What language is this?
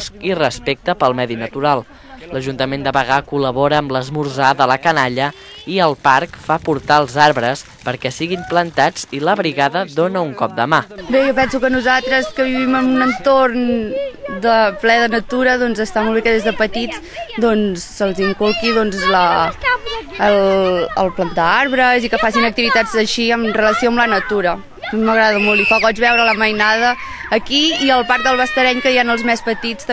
Catalan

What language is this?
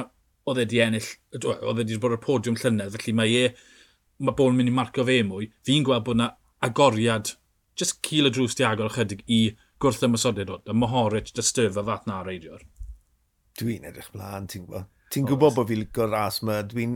Welsh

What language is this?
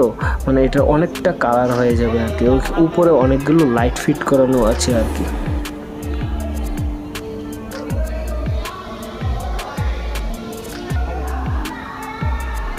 Bangla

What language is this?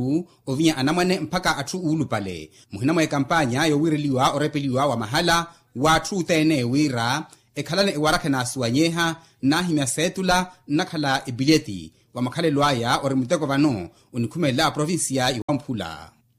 Makhuwa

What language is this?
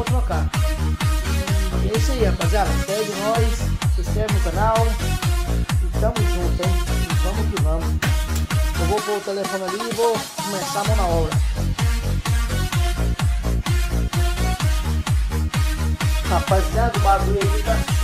Portuguese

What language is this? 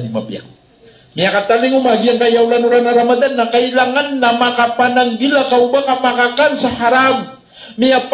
Maranao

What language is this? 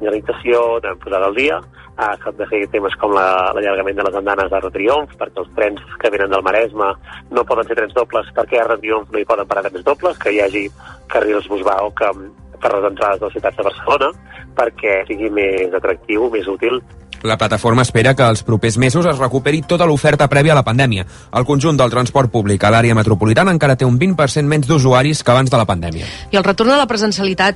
Catalan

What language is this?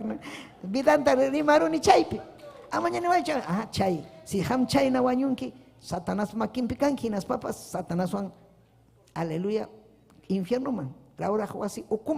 Ayacucho Quechua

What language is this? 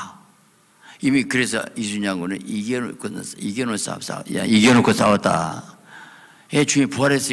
Korean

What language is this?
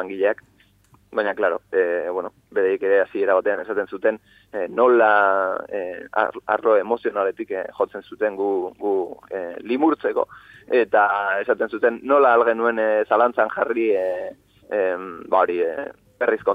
Basque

